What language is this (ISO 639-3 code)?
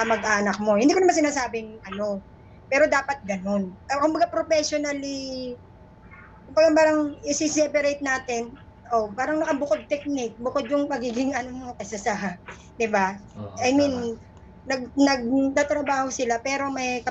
fil